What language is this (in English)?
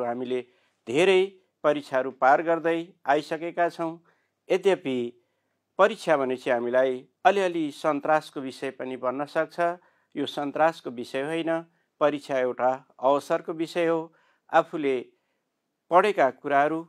Nepali